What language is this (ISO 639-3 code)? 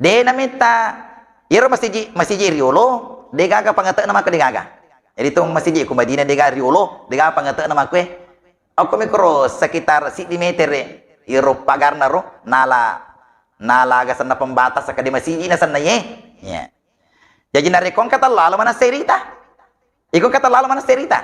bug